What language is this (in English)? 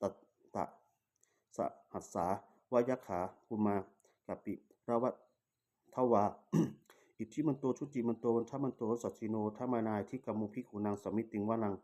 Pali